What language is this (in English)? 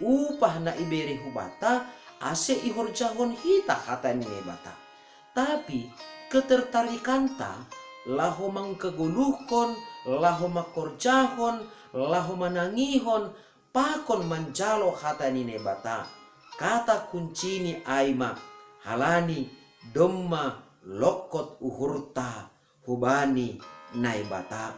Batak Simalungun